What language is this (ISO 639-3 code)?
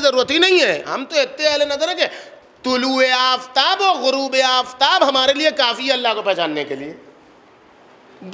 urd